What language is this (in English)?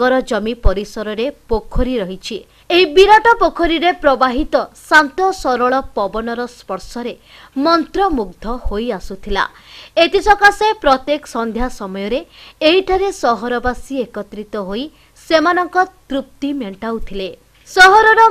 Odia